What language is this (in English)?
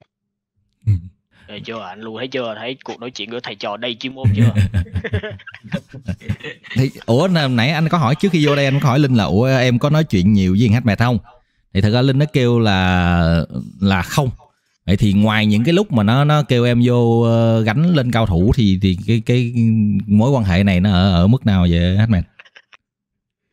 Vietnamese